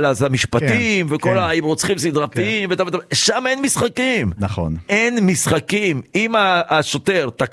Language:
Hebrew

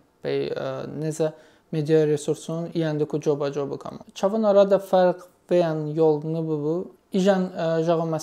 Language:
Talysh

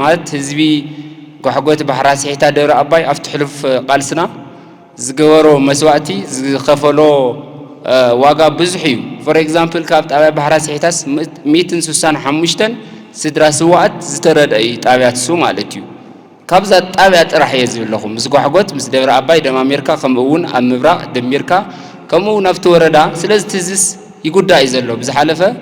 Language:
Tigrinya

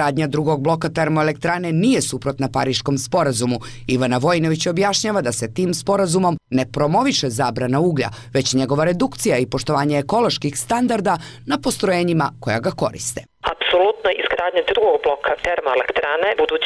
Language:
Serbian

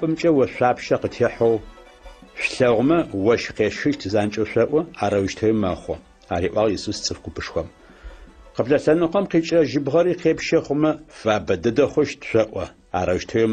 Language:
Adyghe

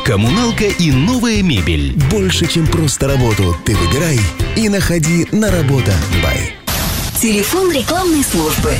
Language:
Russian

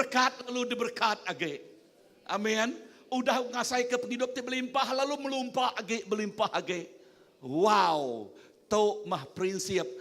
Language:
Iban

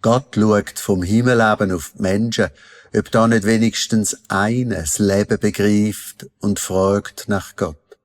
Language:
Swiss German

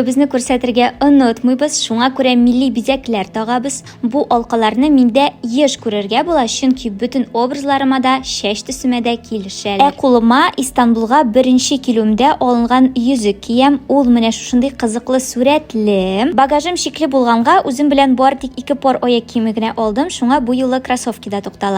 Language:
Tatar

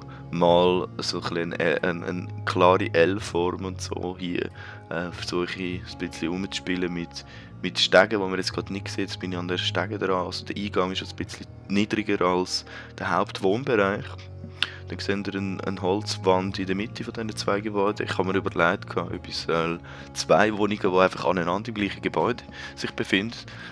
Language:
Swiss German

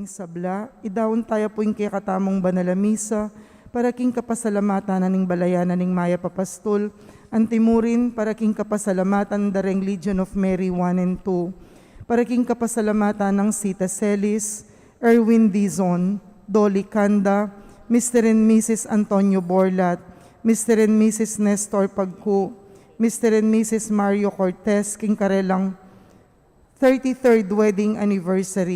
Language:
Pampanga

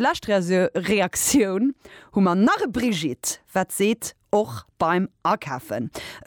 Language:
Luxembourgish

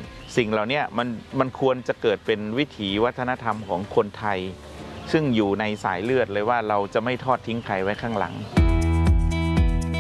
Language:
Thai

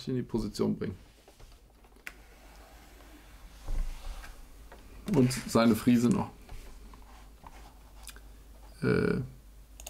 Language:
German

